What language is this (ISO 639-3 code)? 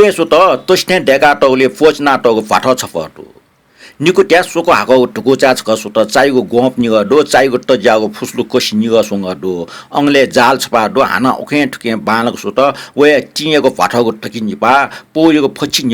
new